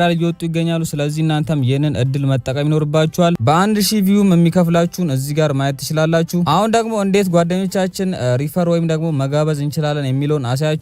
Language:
Amharic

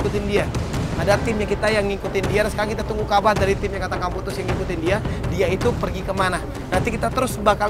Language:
Indonesian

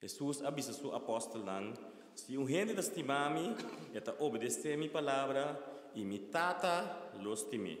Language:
Papiamento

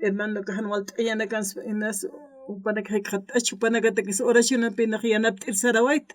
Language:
Aymara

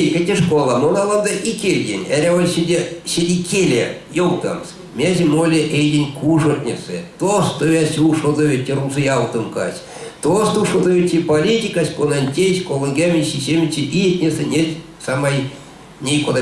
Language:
Erzya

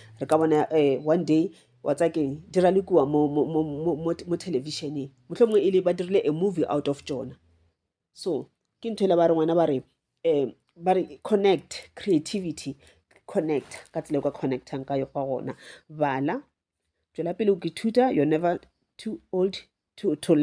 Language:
Northern Sotho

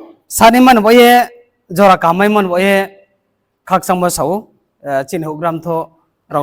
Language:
Riang (India)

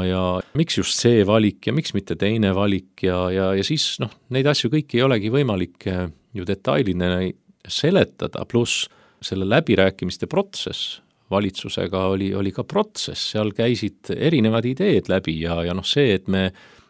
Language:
Estonian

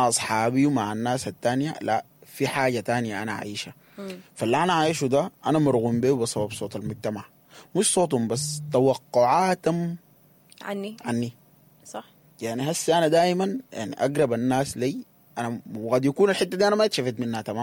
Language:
Sudanese Arabic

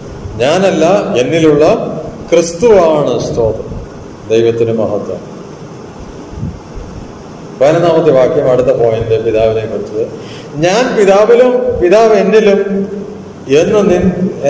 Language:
Malayalam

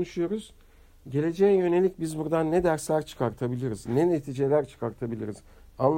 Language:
Turkish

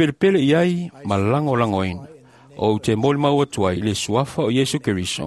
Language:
Samoan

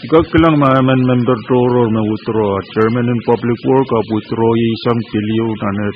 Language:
Pohnpeian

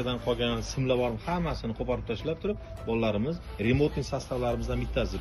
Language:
Uzbek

